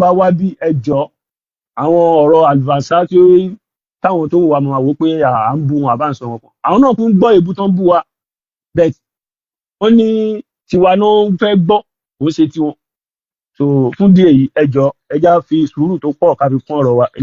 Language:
Yoruba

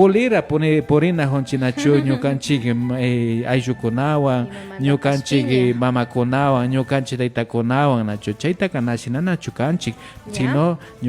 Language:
Imbabura Highland Quichua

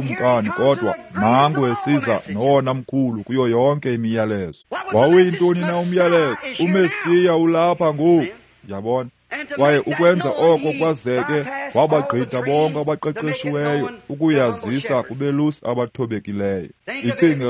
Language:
Xhosa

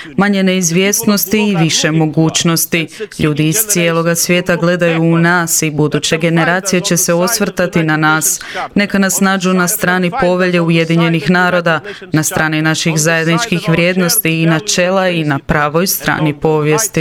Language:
Croatian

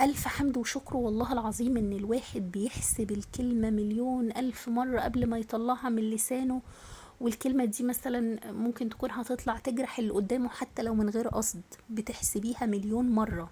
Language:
Egyptian Arabic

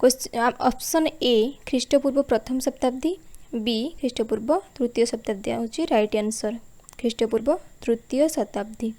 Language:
Odia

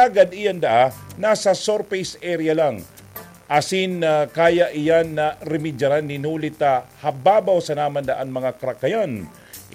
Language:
Bikol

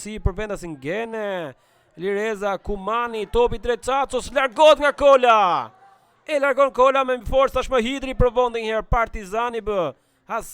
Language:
Albanian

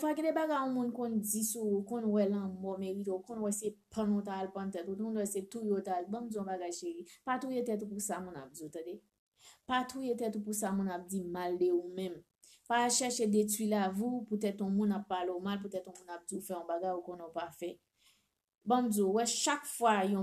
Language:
Haitian Creole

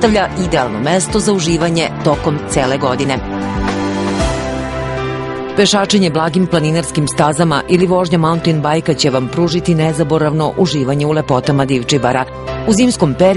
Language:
Serbian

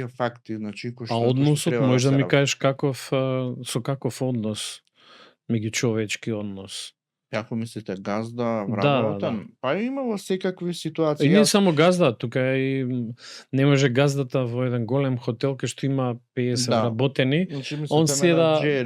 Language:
Macedonian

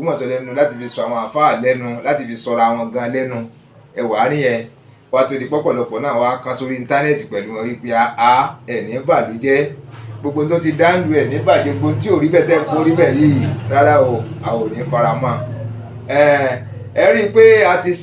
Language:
Yoruba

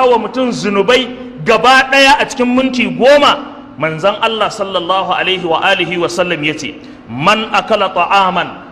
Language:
Hausa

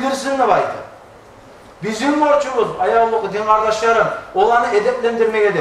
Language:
Kumyk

